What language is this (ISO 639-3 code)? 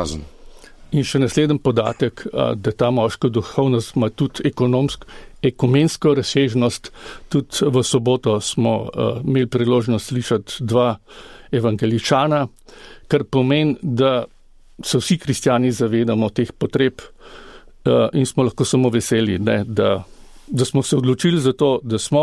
slv